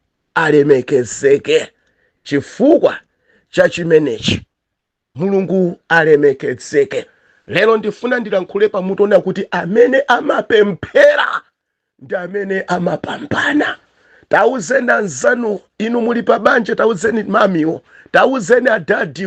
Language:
Nyanja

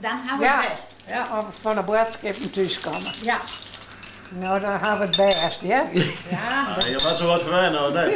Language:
Western Frisian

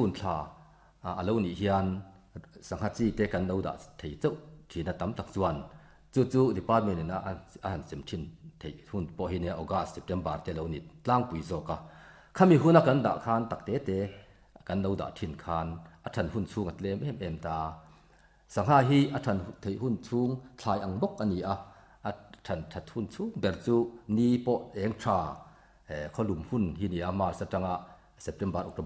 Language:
Mizo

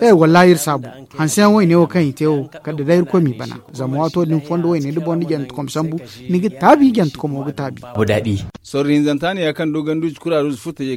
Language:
Zarma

